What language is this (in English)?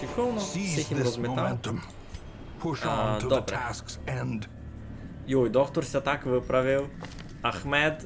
Rusyn